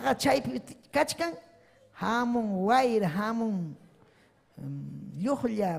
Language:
Ayacucho Quechua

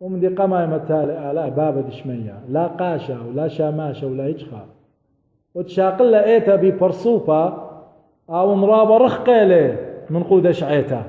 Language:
Assyrian Neo-Aramaic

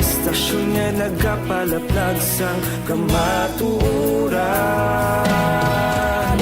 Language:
Hiligaynon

